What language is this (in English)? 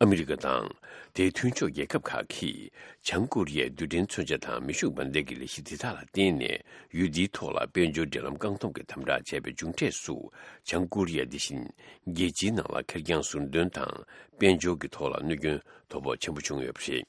Tibetan